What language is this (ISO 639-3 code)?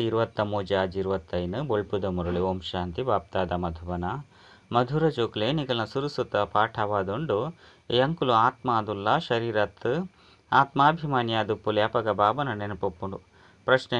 tcy